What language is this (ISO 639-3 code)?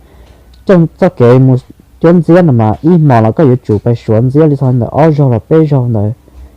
hmn